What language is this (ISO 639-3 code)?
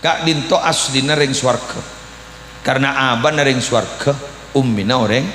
mad